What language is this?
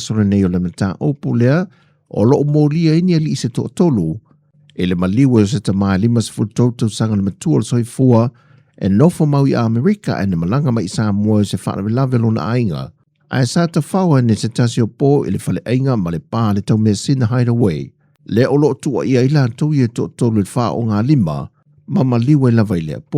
Samoan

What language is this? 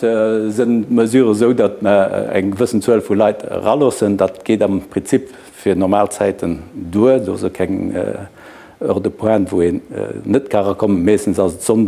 Luxembourgish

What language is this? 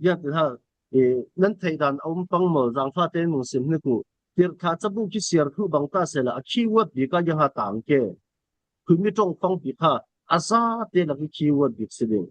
Falam Chin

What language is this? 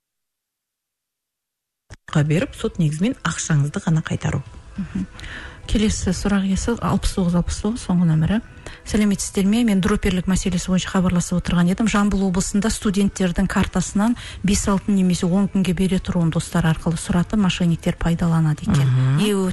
Kazakh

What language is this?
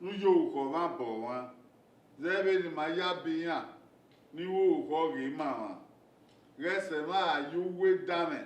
Bini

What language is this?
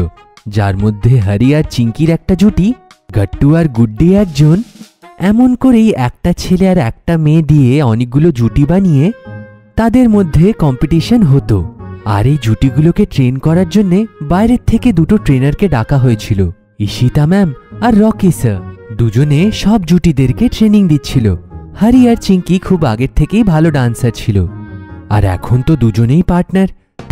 Bangla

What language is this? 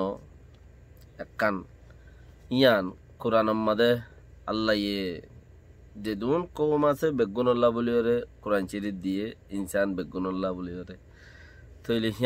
Rohingya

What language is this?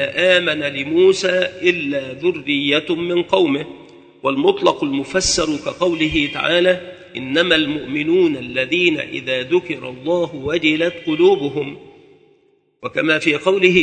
Arabic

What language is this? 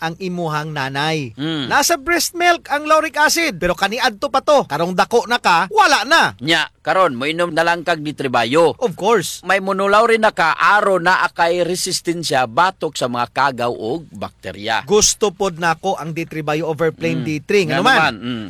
Cebuano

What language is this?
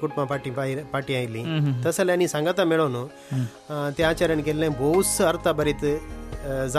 Konkani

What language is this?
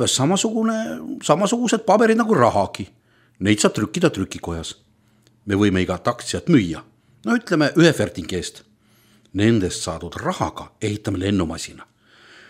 Estonian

